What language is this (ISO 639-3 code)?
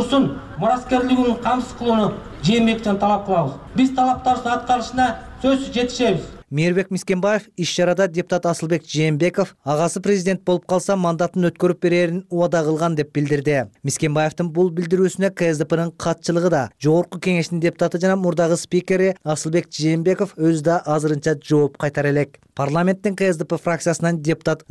kir